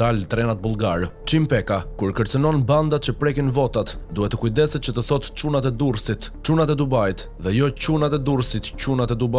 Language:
Albanian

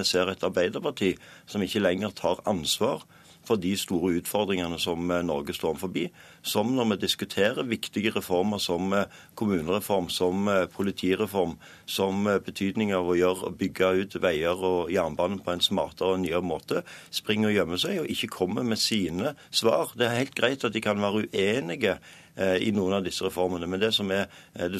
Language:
Norwegian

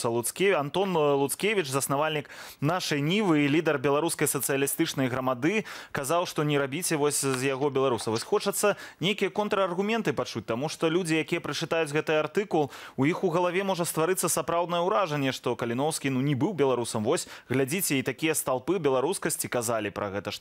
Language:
Belarusian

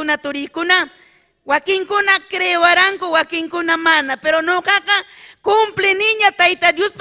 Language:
Ayacucho Quechua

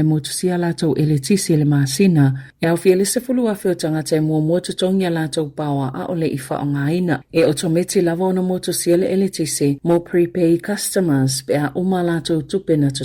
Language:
Samoan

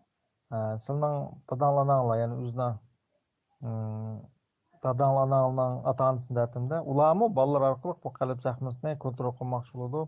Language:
Uyghur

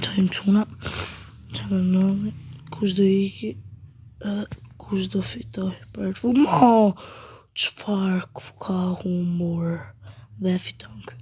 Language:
Albanian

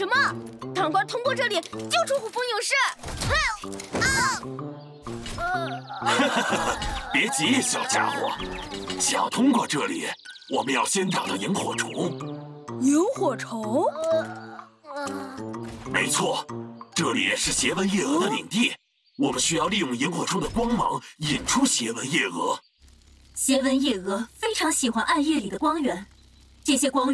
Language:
Chinese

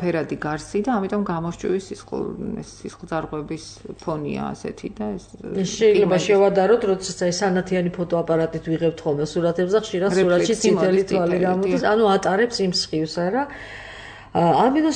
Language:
Georgian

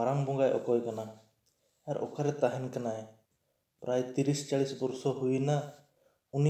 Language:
Santali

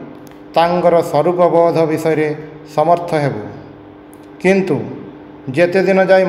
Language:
Odia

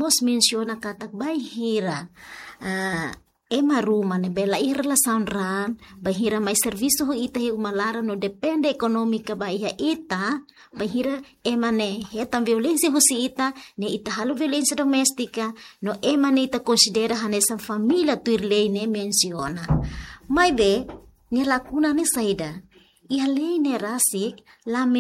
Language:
Tetum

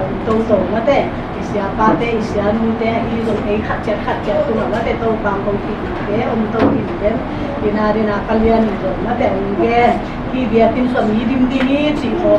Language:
Tedim Chin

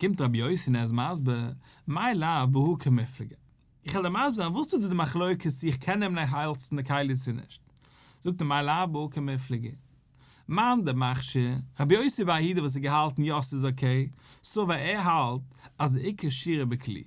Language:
Yiddish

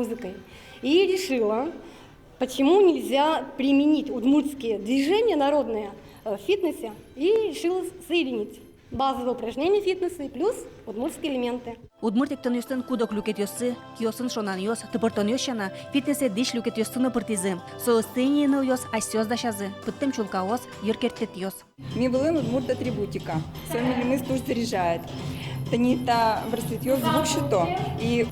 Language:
Udmurt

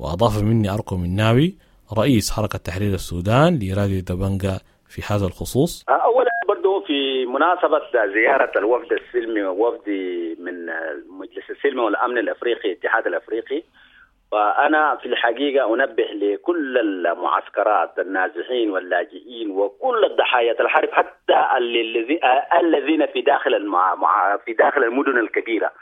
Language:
Sudanese Arabic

